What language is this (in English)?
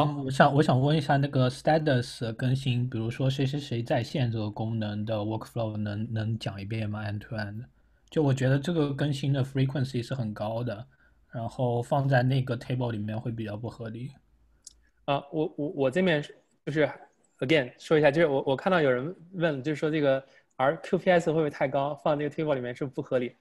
Chinese